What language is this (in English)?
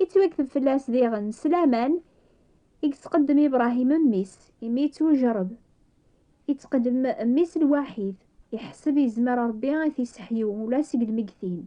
Kabyle